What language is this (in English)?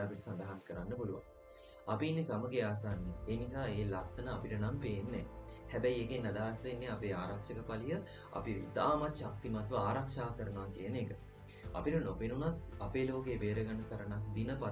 Sinhala